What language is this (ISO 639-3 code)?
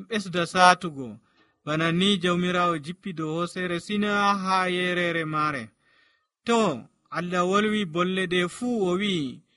fuv